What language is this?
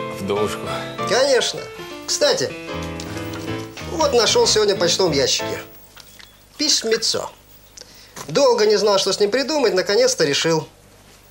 Russian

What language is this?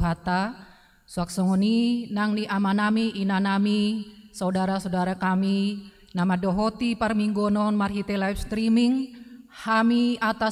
Batak Toba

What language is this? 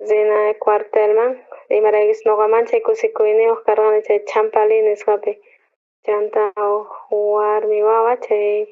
South Bolivian Quechua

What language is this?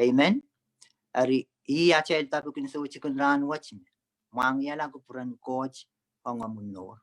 Pohnpeian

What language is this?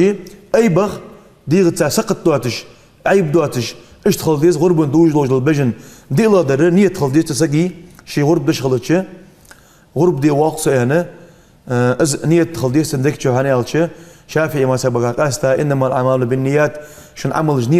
Ingush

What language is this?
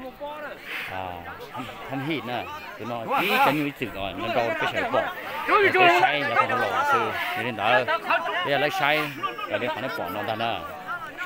Hmong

